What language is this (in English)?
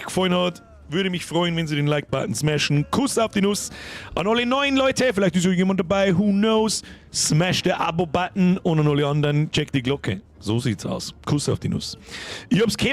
Bavarian